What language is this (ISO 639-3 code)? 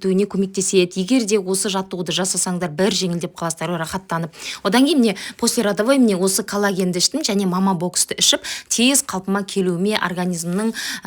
kaz